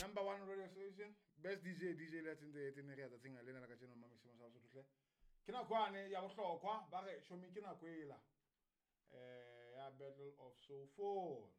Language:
Southern Sotho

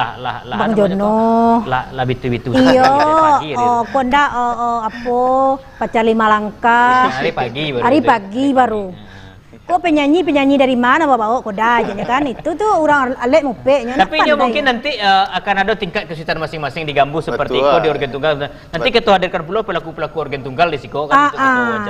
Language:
Minangkabau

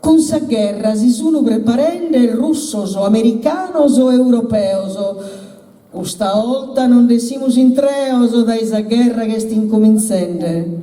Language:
Sardinian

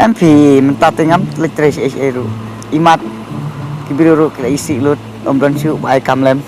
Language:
Khasi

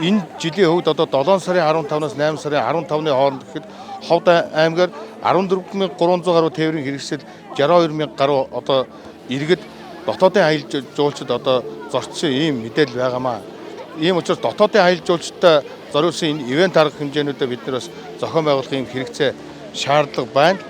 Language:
Mongolian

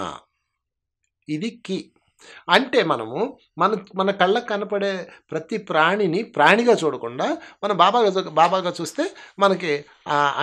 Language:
Telugu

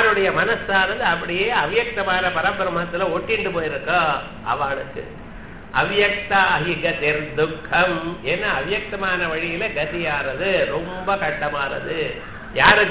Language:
Tamil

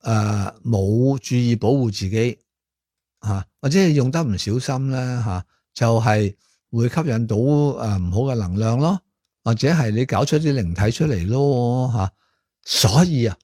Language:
Cantonese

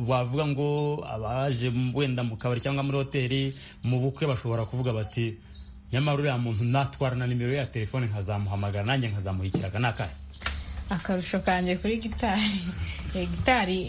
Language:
Kinyarwanda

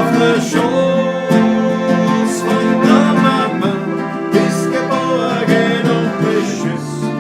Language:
Bavarian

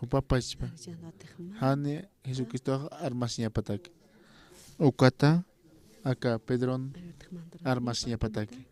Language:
Aymara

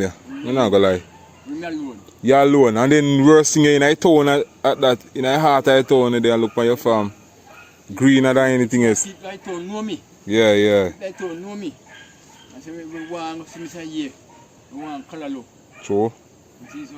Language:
Jamaican Creole English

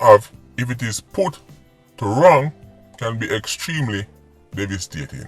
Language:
Jamaican Creole English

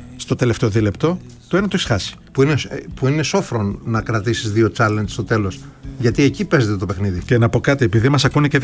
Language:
Greek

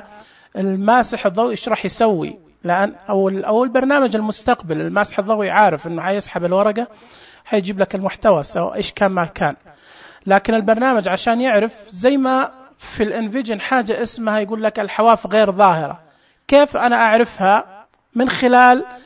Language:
Najdi Arabic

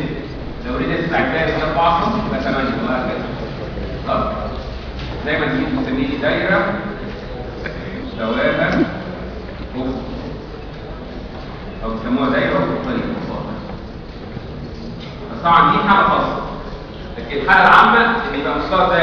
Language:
Egyptian Arabic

